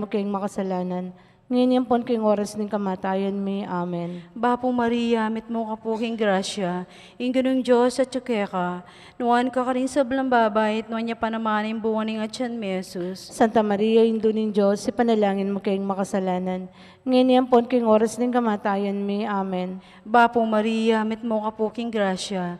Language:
Pampanga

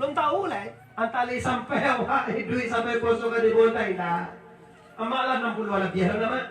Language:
Minangkabau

